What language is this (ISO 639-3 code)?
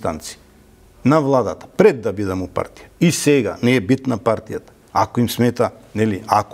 mkd